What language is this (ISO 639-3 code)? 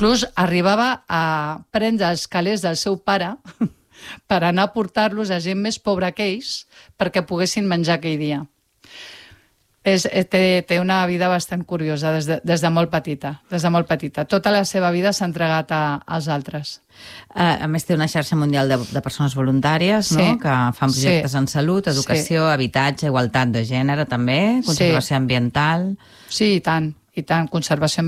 cat